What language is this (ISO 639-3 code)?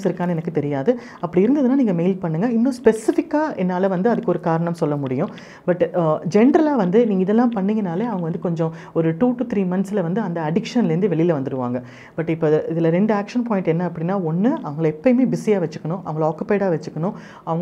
tam